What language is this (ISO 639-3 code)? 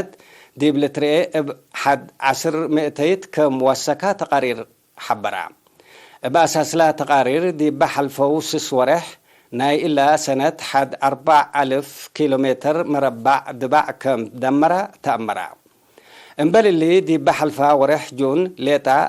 tig